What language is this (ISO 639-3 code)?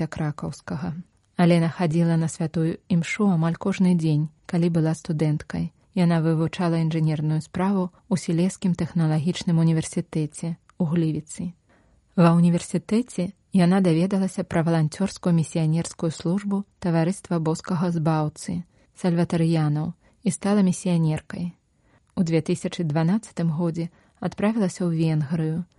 bel